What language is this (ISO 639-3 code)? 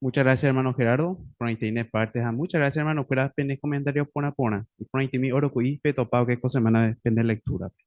grn